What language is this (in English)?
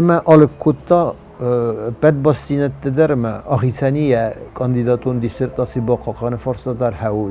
Ossetic